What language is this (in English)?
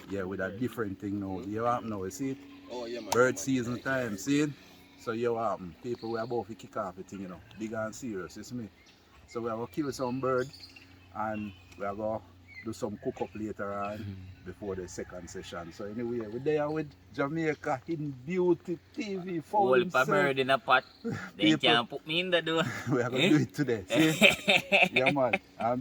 Jamaican Creole English